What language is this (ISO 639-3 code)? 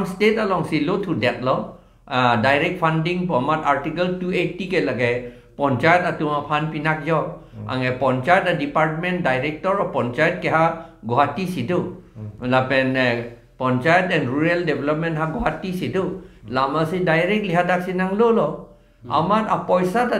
mjw